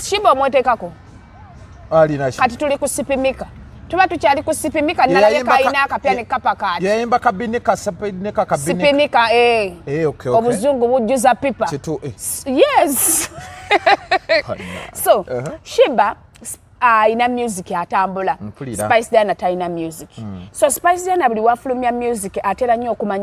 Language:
Ganda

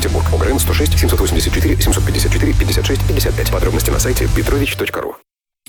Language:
Russian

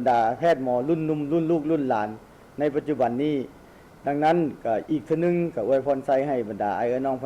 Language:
Lao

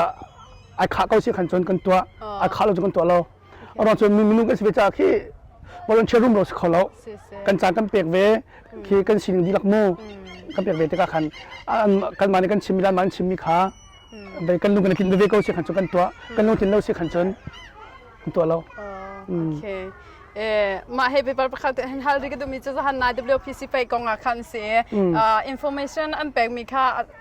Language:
Hakha Chin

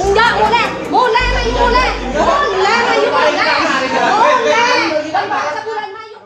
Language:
Madurese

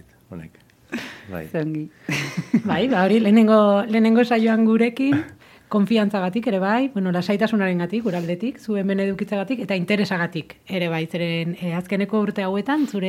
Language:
Basque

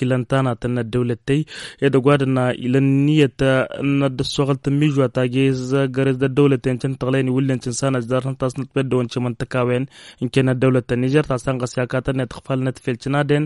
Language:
Tamasheq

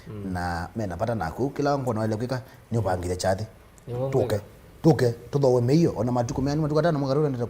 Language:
Kamba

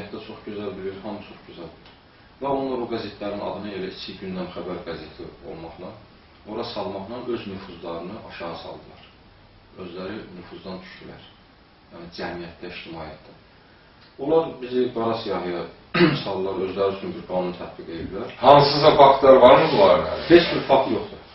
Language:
Azerbaijani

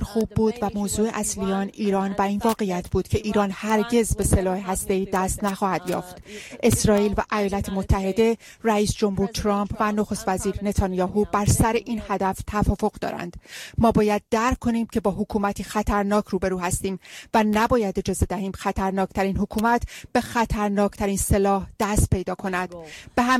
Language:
Persian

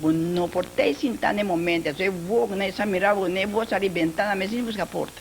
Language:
Papiamento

